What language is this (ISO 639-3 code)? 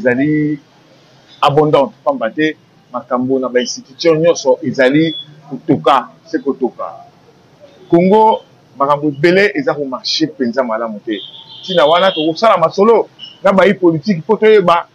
lin